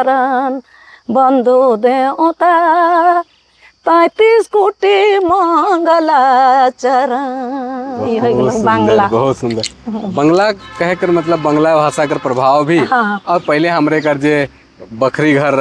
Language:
Sadri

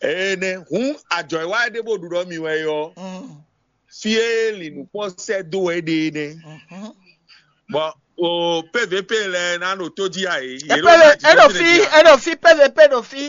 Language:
Fon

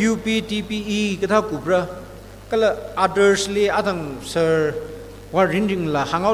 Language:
Tangkhul Naga (India)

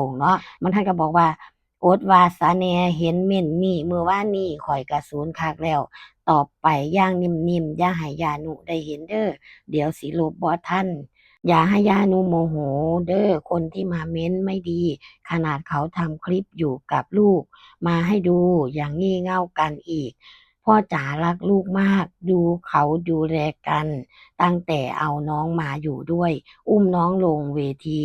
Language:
Northeastern Thai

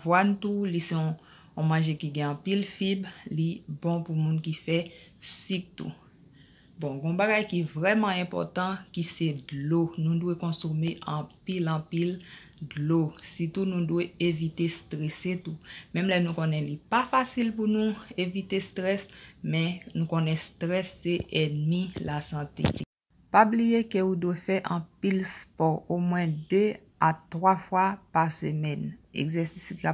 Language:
Haitian Creole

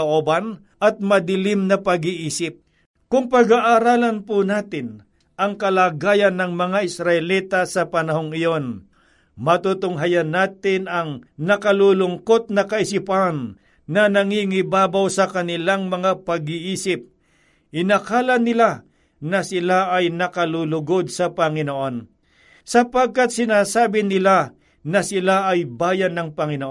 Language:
Filipino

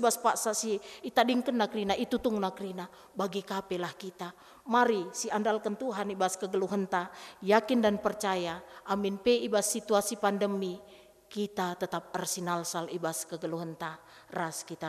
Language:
Batak Karo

